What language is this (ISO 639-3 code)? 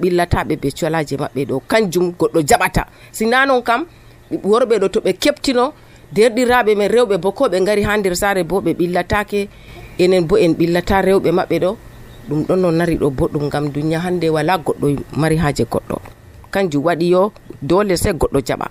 fuv